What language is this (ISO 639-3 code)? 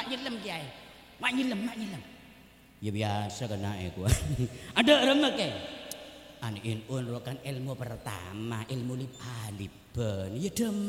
mad